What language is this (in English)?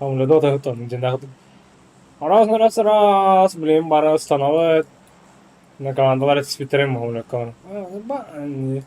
Yakut